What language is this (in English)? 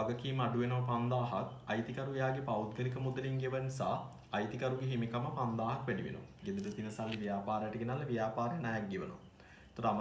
Sinhala